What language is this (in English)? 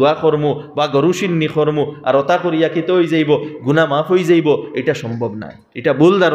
Sylheti